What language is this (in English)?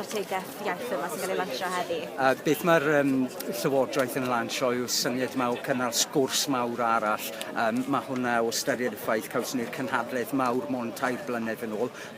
Welsh